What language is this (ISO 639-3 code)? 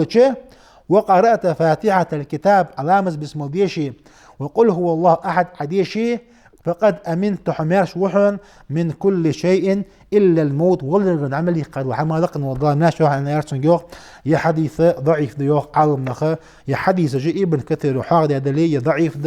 inh